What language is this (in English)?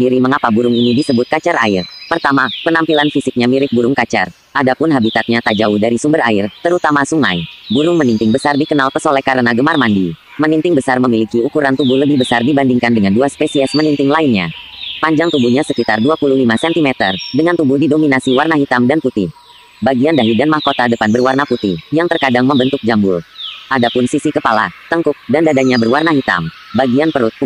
Indonesian